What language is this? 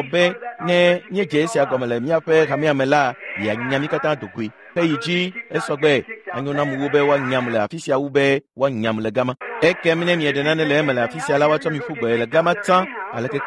Ewe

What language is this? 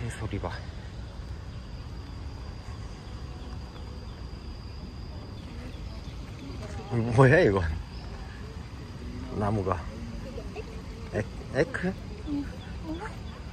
Korean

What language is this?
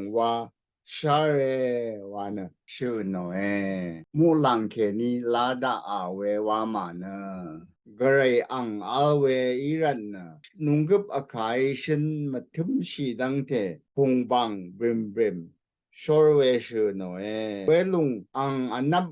Rawang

